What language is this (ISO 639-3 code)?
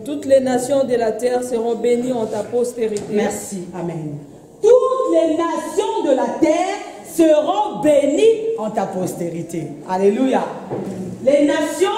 fra